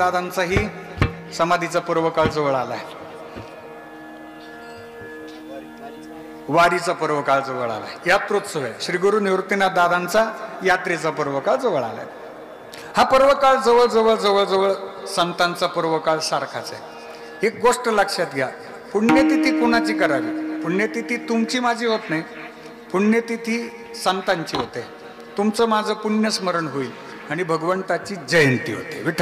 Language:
Marathi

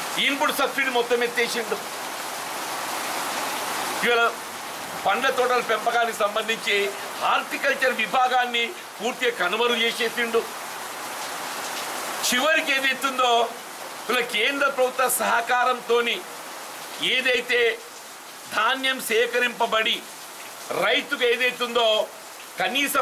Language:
Telugu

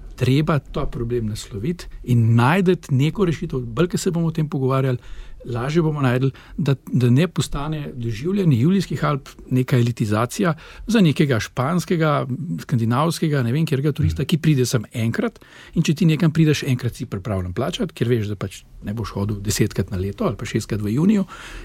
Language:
Slovenian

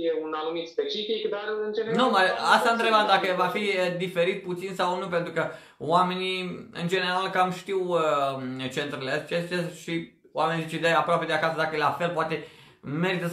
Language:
Romanian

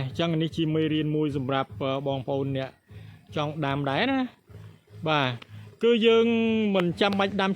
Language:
Khmer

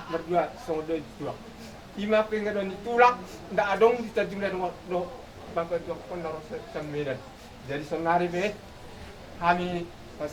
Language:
Batak Toba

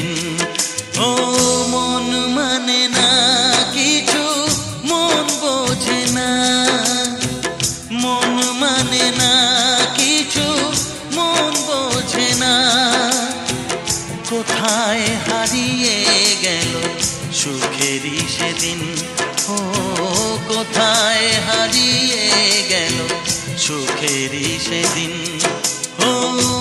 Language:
Bangla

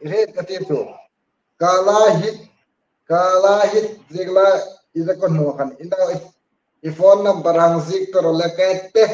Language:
Hmar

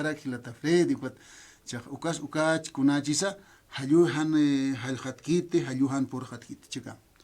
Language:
Aymara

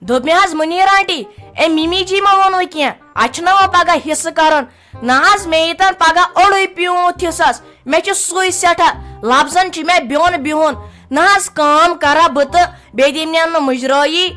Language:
Kashmiri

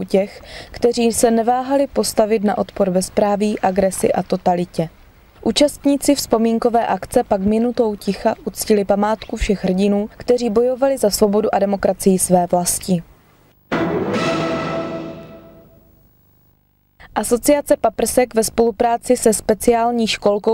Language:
Czech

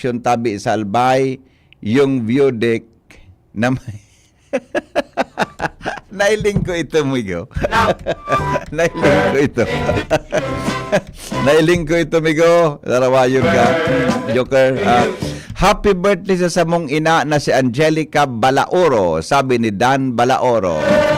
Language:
Bikol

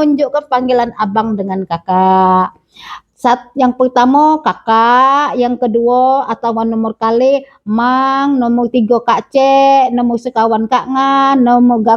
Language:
Musi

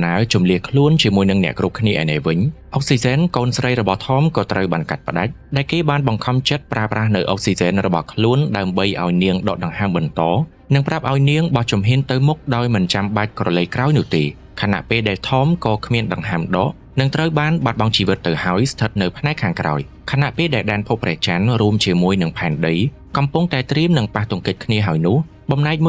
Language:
Khmer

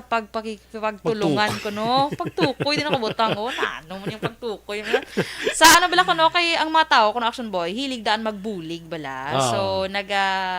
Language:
Hiligaynon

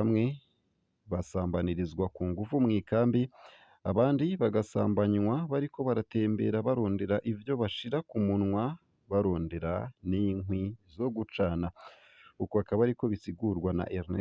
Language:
Rundi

